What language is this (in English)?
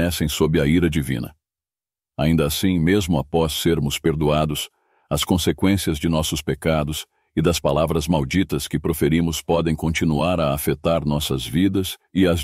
Portuguese